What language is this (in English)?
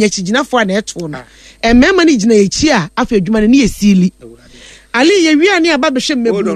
Akan